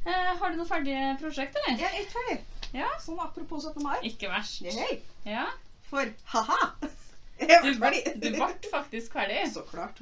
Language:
Norwegian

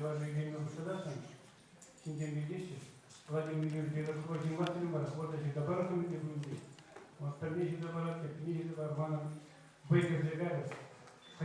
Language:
Chuvash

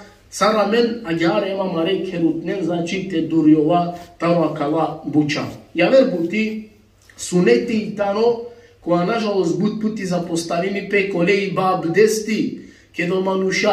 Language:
Balkan Romani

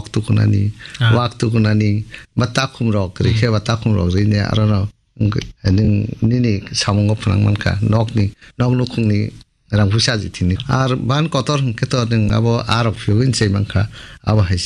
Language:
Kok Borok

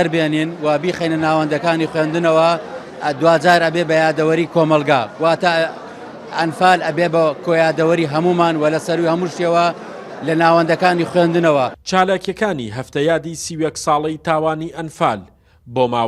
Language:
Central Kurdish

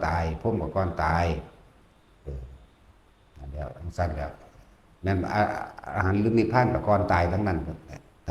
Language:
Northeastern Thai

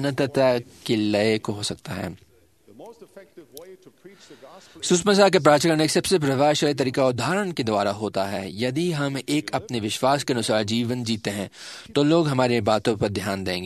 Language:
Hindi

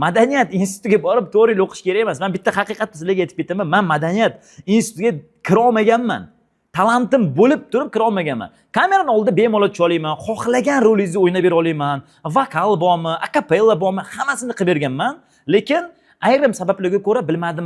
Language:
Uzbek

